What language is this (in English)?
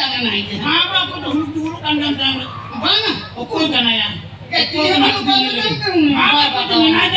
Santali